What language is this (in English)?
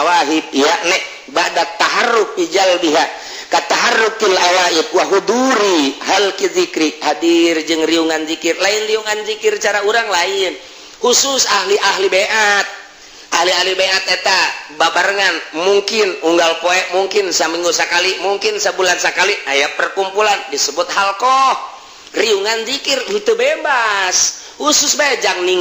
Sundanese